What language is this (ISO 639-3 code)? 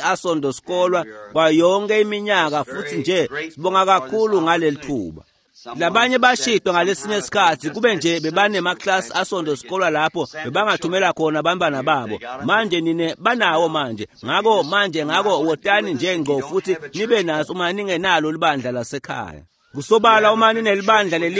ssw